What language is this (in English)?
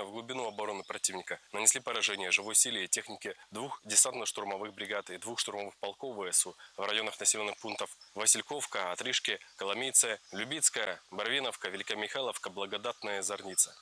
Russian